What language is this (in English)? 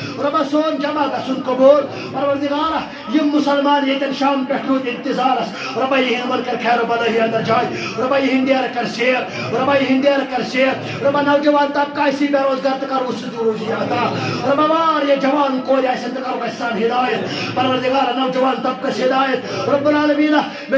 Kashmiri